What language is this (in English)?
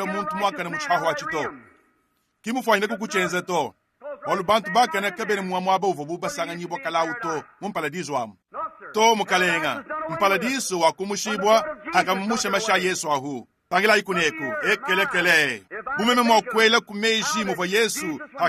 Luba-Lulua